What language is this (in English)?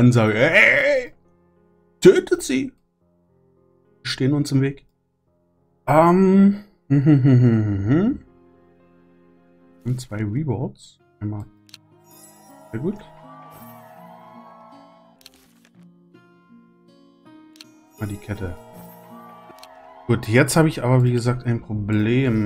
German